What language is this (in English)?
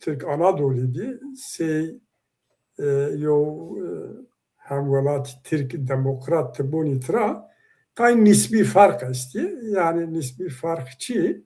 Zaza